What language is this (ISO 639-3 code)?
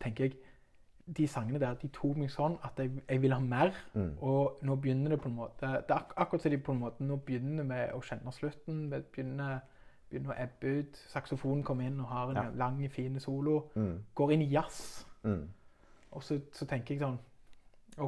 nor